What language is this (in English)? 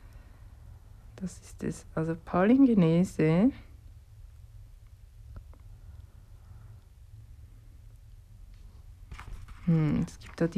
German